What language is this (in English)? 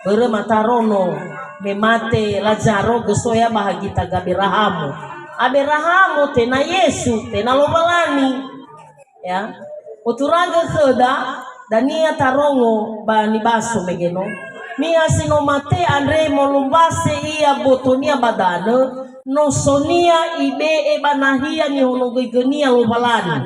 Nias